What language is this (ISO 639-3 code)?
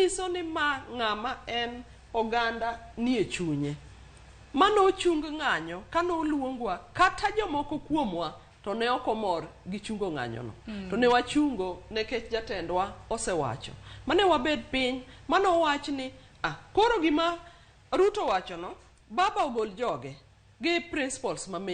luo